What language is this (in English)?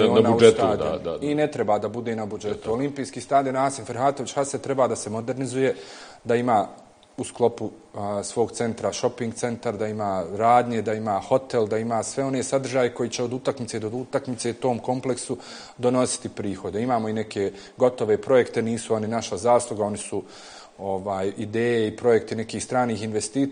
Bosnian